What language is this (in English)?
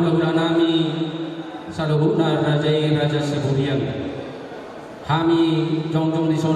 Batak Toba